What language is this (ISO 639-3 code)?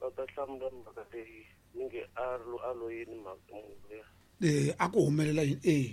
tso